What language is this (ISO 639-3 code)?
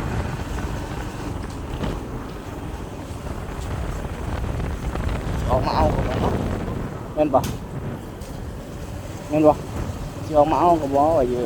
lao